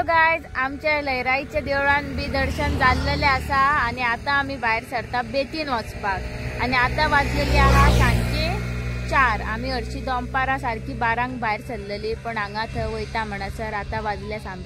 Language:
Konkani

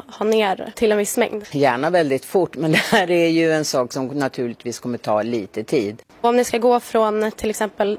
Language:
Swedish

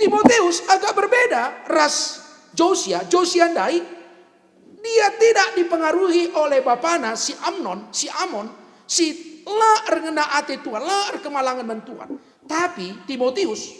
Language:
Batak Karo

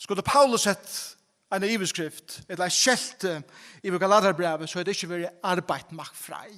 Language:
Faroese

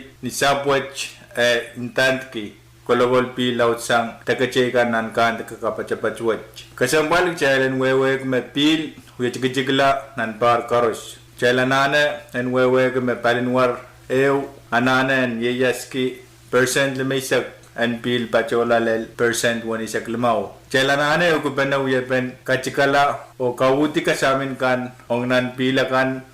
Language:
Pohnpeian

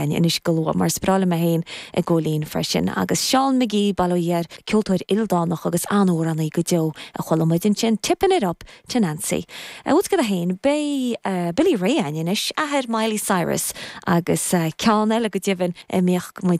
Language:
Irish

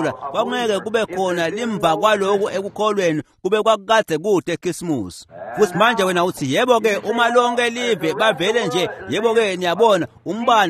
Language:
Swati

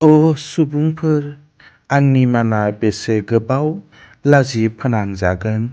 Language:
Bodo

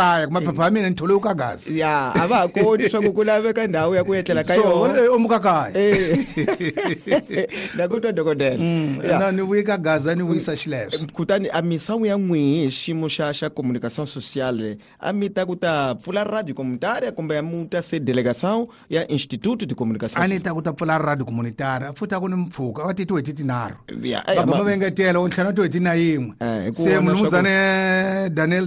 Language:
Tsonga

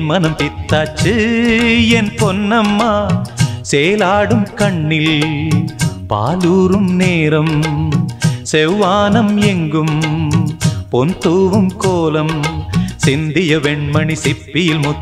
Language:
Tamil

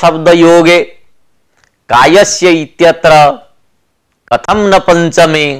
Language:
Sanskrit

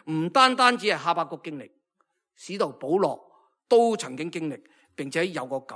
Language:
Cantonese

